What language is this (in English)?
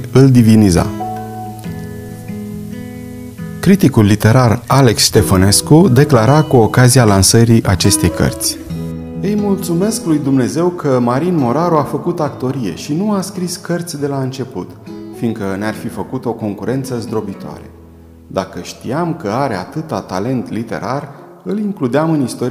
Romanian